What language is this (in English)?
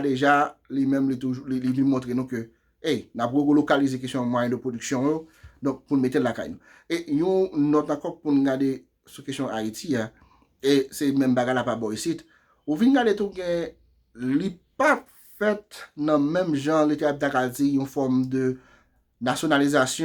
Haitian Creole